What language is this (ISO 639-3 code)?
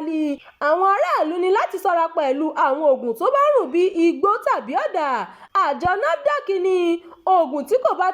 yor